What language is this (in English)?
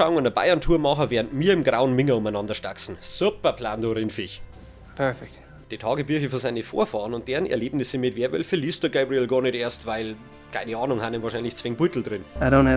Bavarian